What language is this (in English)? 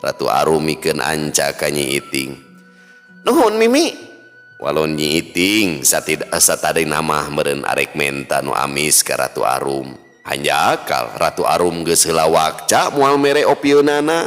Sundanese